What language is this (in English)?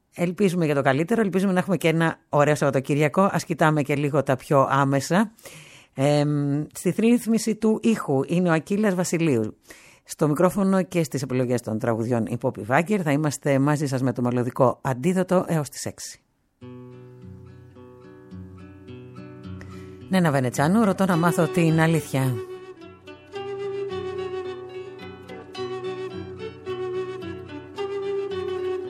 Greek